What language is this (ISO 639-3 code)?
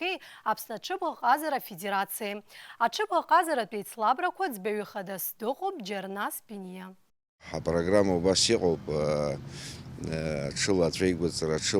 abk